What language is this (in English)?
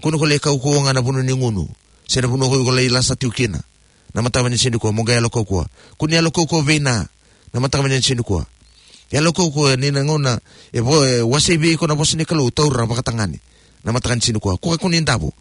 Fijian